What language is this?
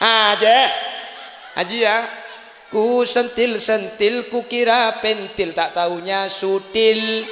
Madurese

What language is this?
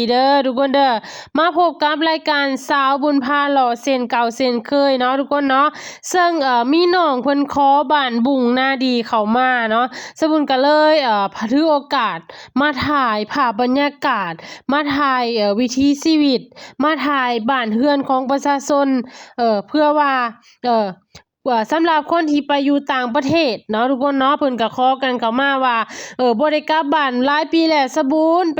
Lao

